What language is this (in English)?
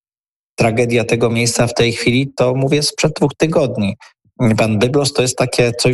Polish